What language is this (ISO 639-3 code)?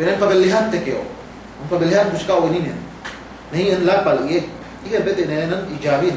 yka